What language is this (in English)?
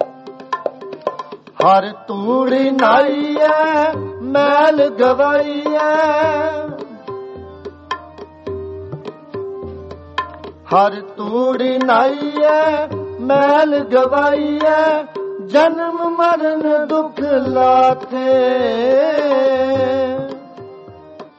Punjabi